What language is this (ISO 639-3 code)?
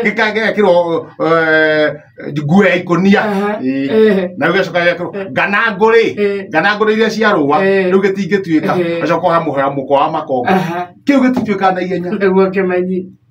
kik